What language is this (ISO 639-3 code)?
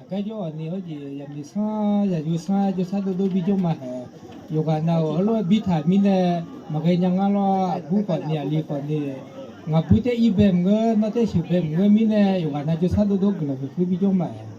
ahk